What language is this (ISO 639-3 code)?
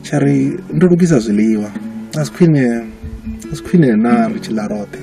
ven